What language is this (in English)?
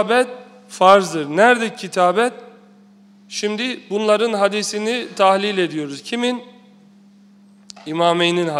Turkish